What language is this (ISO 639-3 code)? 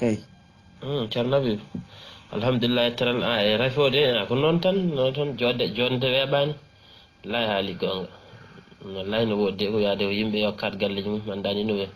ful